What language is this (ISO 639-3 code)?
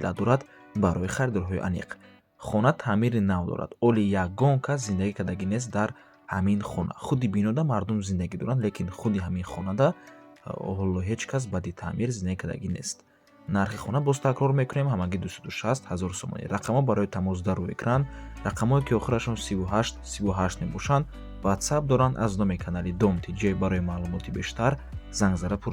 tgk